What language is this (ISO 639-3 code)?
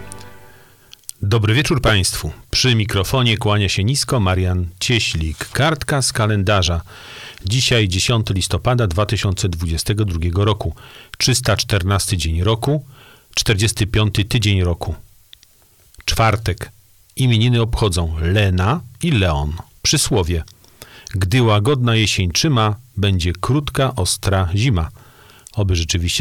pol